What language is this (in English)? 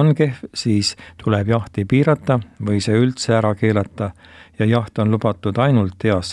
Estonian